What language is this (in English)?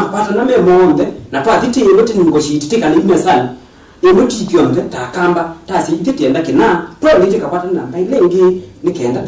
Kamba